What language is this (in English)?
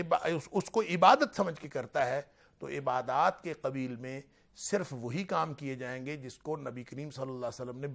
Urdu